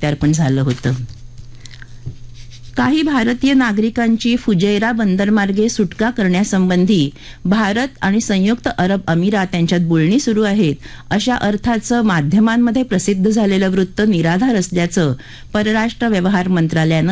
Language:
Marathi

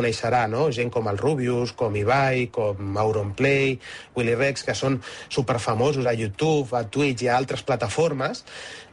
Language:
Catalan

